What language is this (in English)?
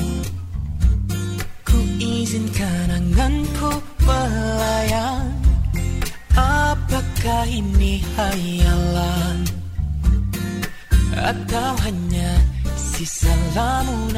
Indonesian